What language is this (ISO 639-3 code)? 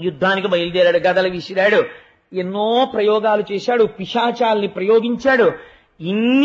tel